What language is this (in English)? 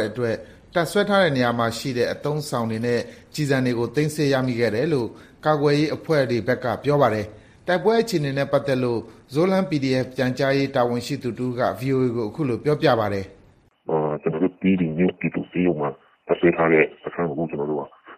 Burmese